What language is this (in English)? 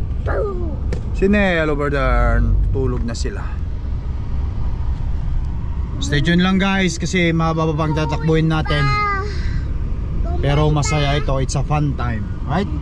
Filipino